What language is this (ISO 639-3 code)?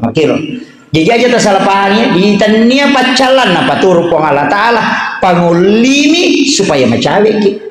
bug